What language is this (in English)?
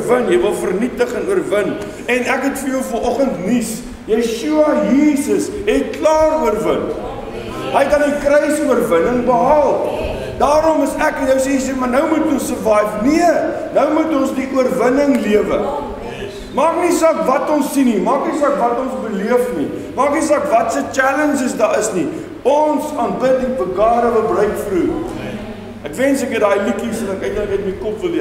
Afrikaans